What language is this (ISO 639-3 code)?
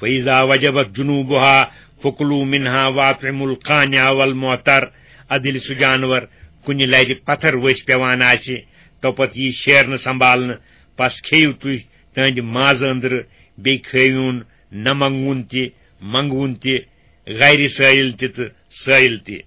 kas